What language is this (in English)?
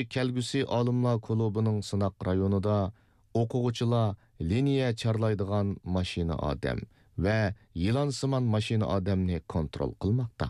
Uyghur